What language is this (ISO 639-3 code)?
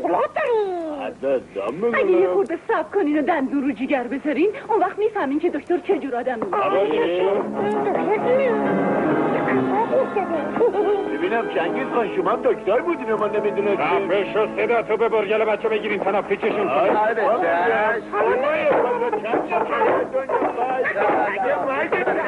fas